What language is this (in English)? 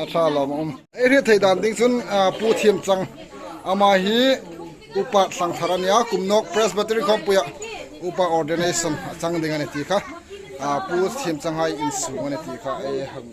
Hmar